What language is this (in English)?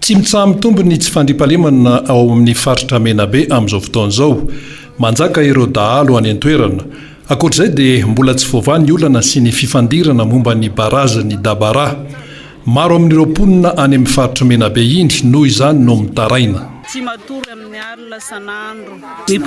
Malagasy